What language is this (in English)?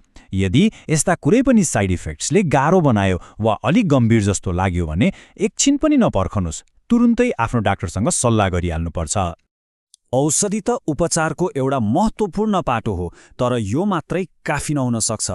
Nepali